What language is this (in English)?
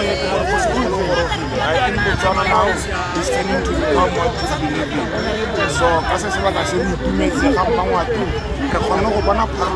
Tswana